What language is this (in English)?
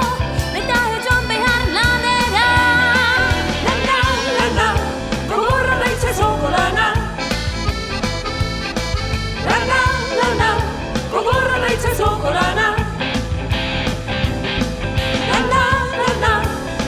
Basque